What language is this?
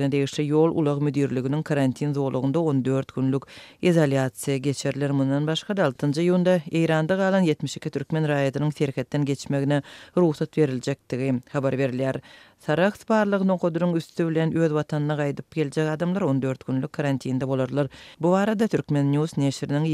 Turkmen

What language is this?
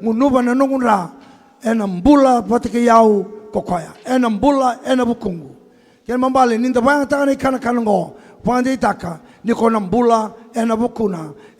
Fijian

